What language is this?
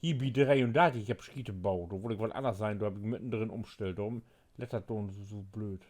Low German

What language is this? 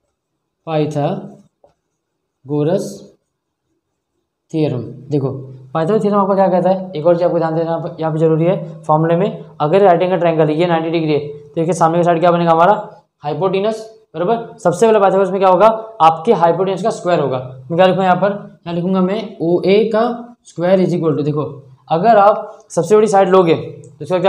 Hindi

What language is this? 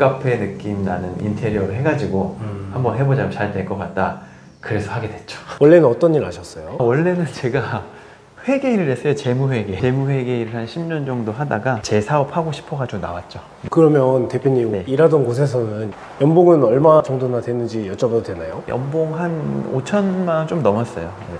Korean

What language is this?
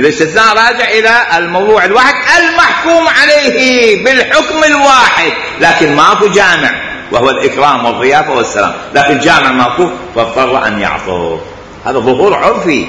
Mesopotamian Arabic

